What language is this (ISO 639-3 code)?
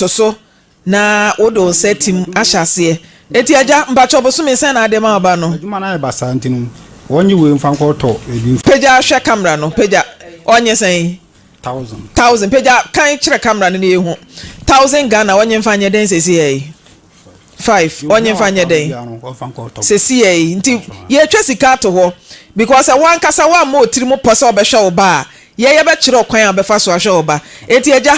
aka